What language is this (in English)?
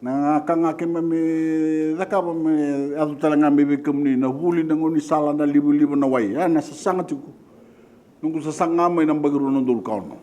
Fijian